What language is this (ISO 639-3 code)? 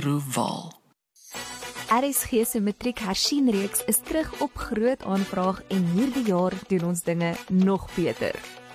afr